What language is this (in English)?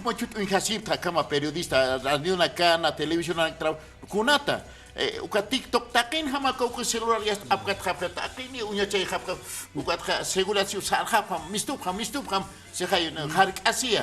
Aymara